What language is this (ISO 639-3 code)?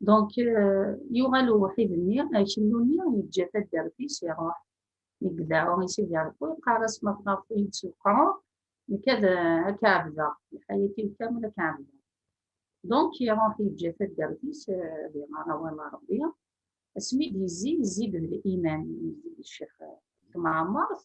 kab